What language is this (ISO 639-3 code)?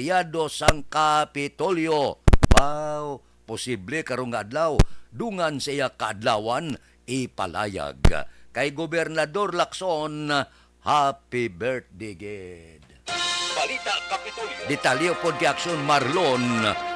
hil